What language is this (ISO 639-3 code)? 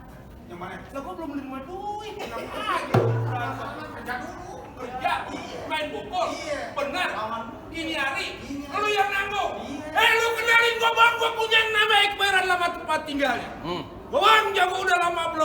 bew